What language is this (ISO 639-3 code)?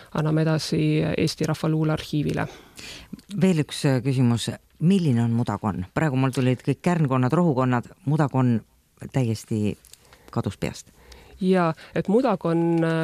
est